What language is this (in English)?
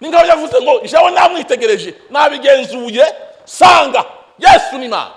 Kinyarwanda